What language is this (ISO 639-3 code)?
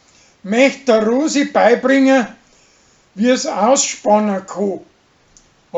bar